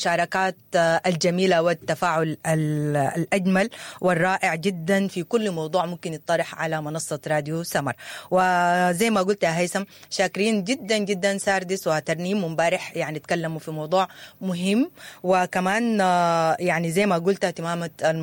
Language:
Sudanese Arabic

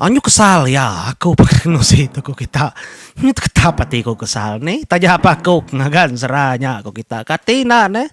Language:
Iban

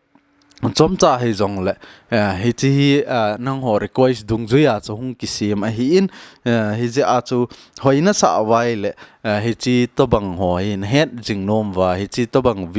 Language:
Thado Chin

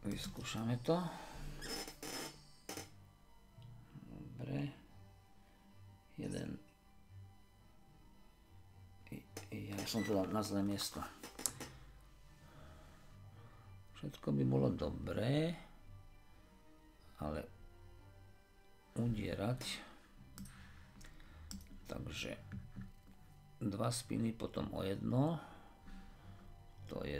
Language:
Slovak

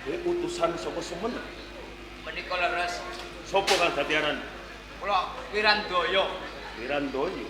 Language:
Javanese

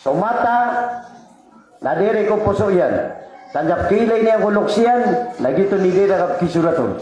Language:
Maranao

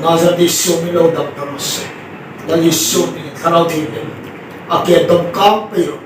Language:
Hmar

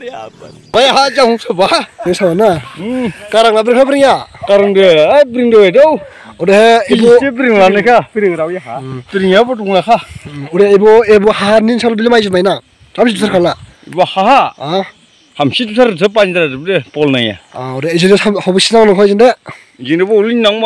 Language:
Dimasa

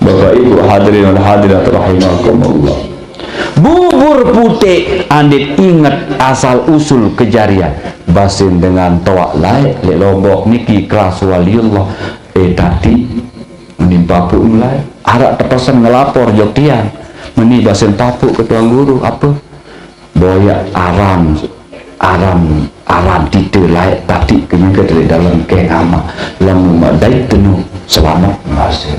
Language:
Sasak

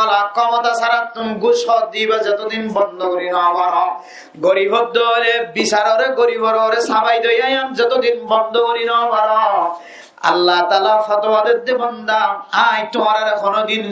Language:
Rohingya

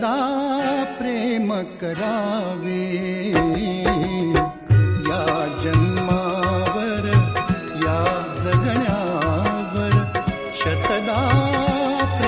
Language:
Marathi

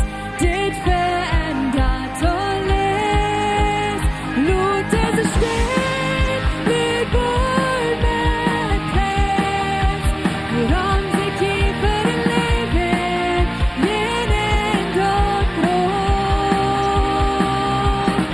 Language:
Plautdietsch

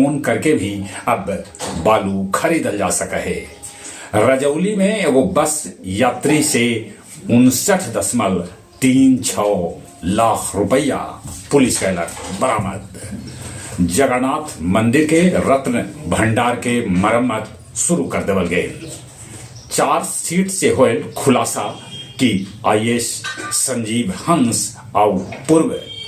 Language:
Magahi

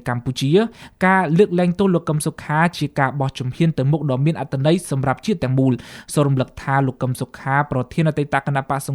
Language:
Khmer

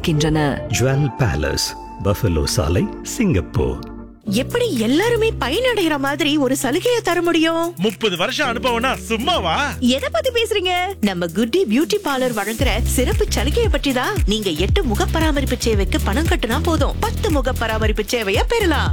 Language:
Tamil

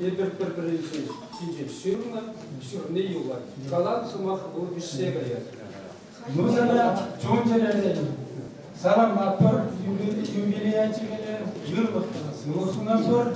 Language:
Chuvash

